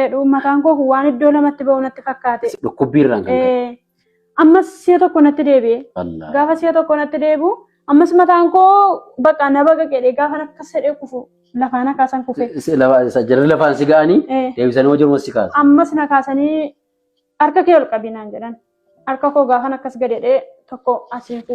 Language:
Oromo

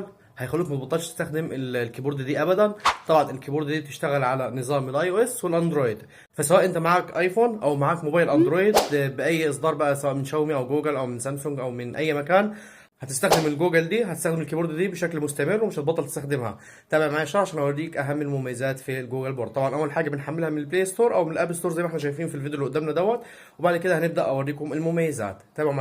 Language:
Egyptian Arabic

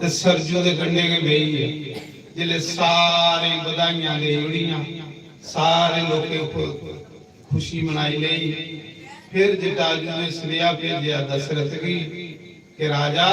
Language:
Dogri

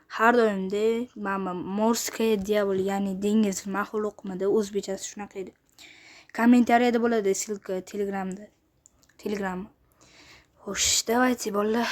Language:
Uzbek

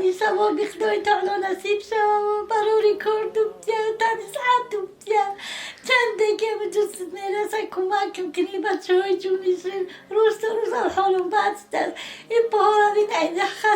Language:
Tajik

